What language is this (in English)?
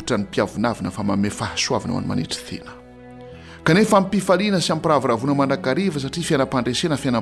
Malagasy